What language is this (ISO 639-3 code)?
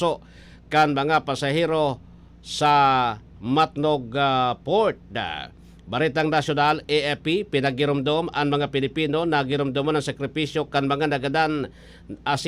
bik